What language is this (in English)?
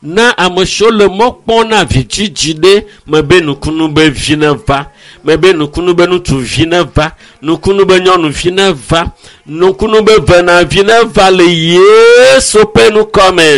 Ewe